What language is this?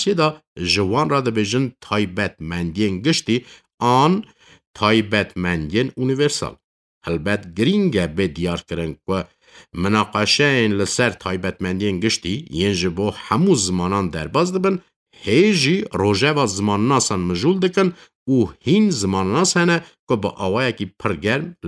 Kurdish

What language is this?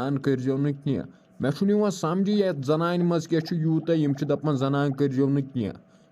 Kashmiri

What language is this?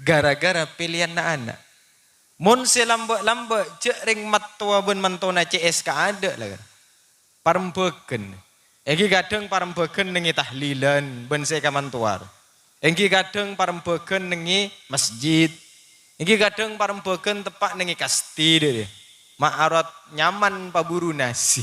Madurese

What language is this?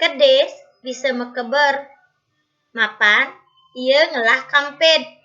Balinese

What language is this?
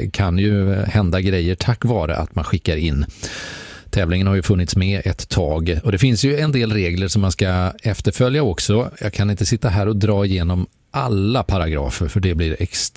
Swedish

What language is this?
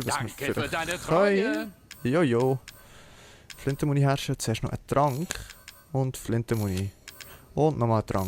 Swiss German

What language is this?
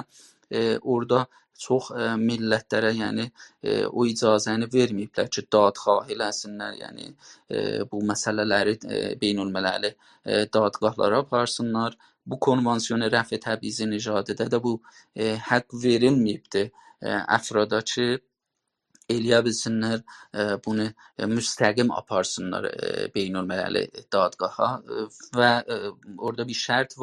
South Azerbaijani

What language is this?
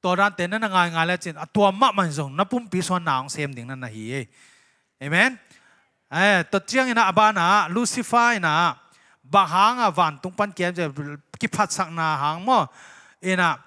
Tedim Chin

